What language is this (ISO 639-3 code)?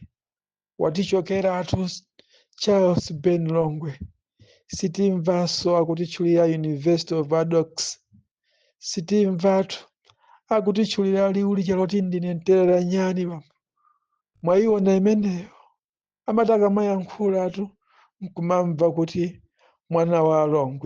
nya